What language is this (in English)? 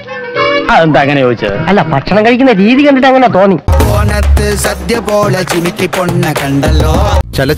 Malayalam